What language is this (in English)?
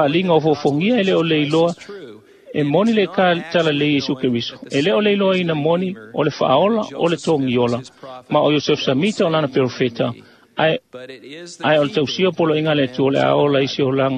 Samoan